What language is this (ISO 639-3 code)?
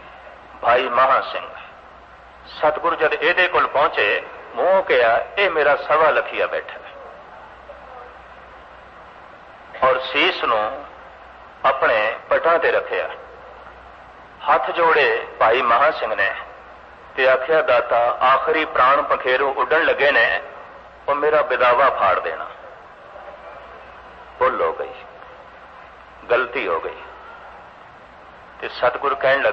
pan